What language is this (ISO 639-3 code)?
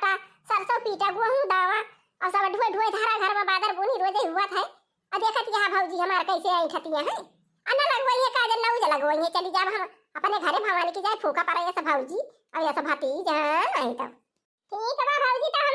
awa